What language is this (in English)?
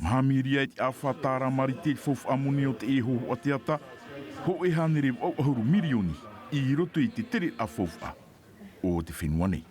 Tahitian